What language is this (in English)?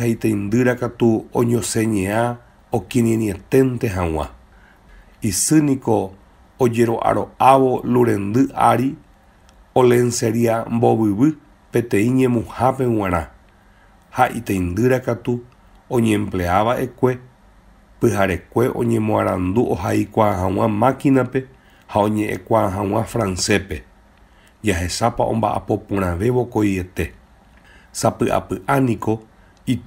Guarani